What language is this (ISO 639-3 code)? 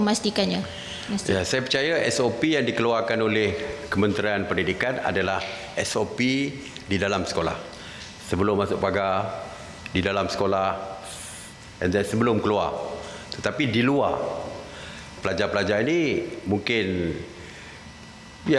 msa